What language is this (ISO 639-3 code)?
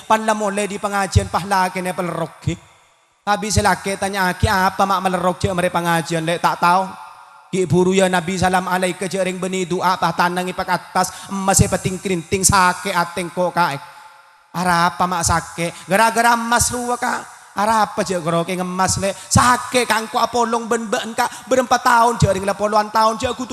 mad